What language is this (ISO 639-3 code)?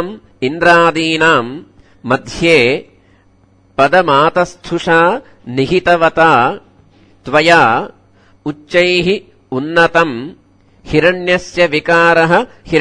san